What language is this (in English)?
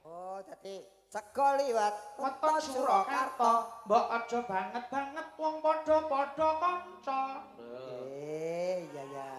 Javanese